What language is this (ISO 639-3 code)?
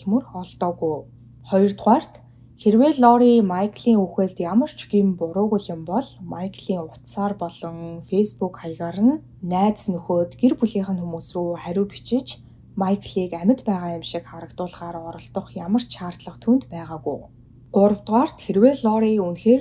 mon